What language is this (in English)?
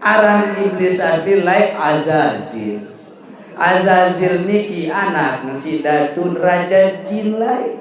Sasak